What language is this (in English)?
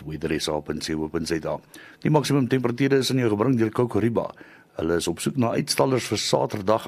Afrikaans